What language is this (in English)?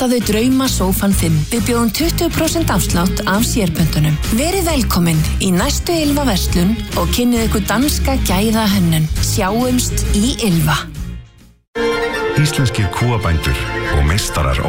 Icelandic